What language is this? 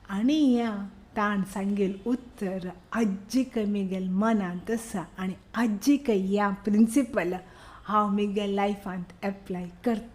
Konkani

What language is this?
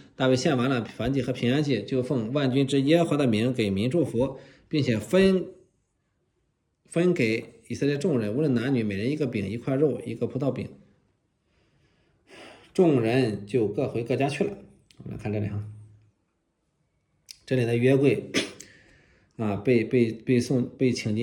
Chinese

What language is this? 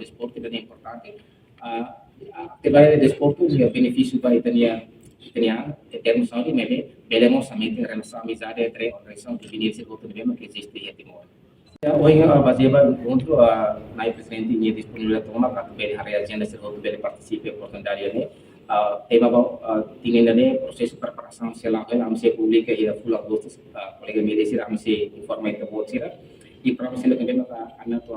Tetum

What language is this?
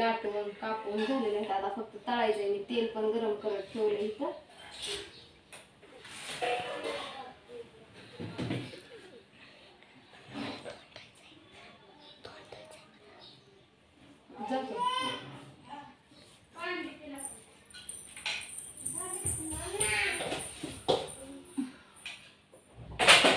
Marathi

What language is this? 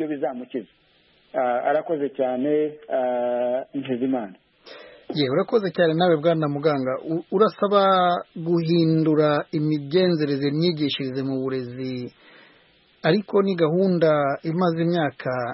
Kinyarwanda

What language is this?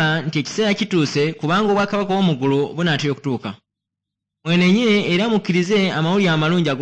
Ganda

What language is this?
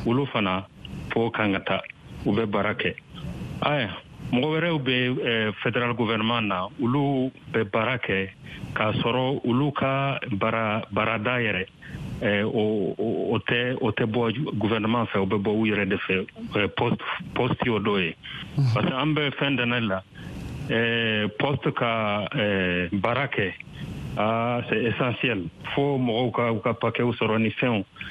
Bambara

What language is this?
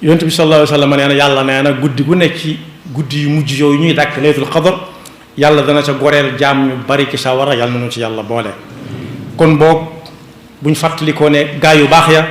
Wolof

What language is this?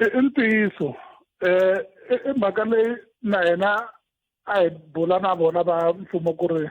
Tsonga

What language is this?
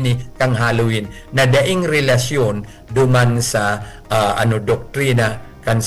Bikol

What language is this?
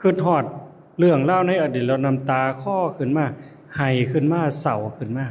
Lao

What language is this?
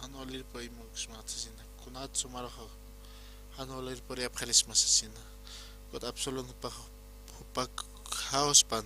Aymara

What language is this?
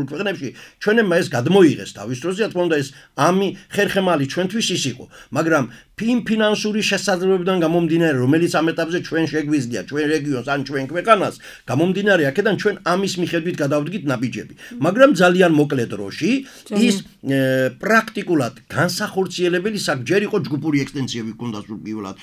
Georgian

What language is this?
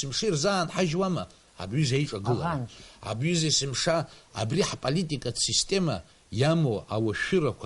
Abkhazian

